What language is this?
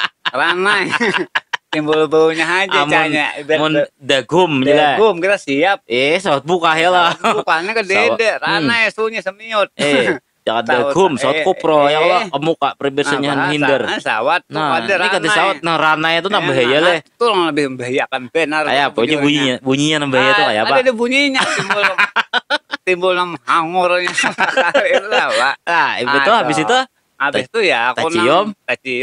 Banjar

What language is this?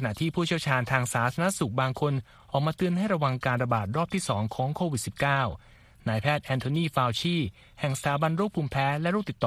Thai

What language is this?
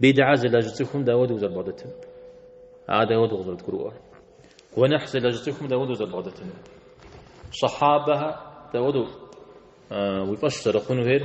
Kabardian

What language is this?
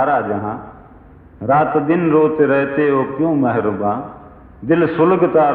Gujarati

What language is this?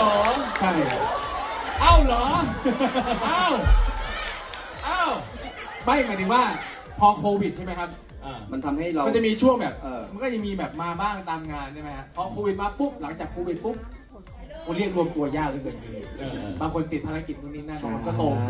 Thai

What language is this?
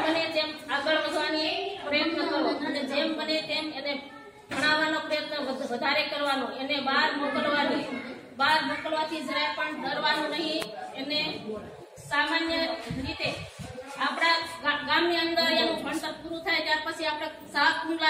Gujarati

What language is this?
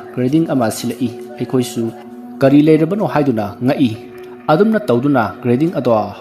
Manipuri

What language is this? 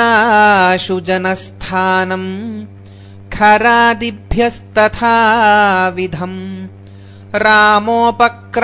Sanskrit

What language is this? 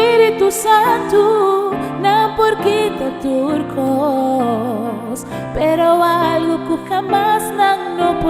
Papiamento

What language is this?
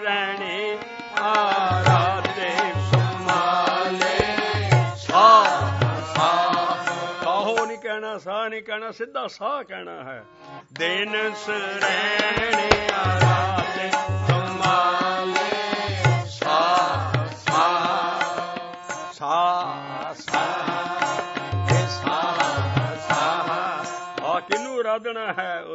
Punjabi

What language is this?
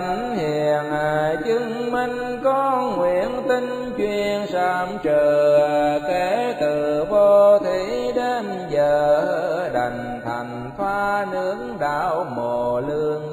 Vietnamese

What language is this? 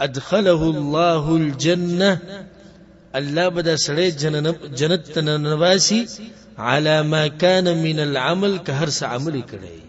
Pashto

